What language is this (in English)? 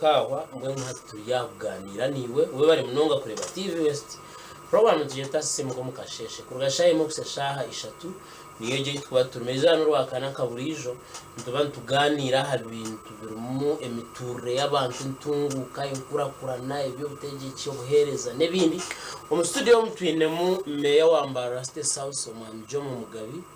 Nyankole